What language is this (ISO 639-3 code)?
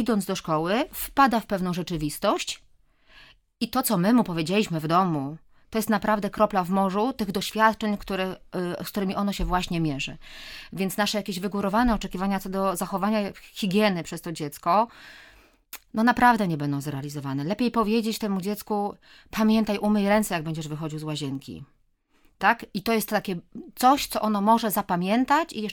pol